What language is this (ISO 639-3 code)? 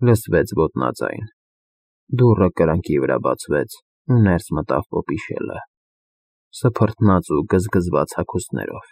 hye